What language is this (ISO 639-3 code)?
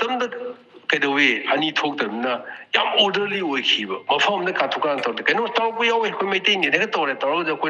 mni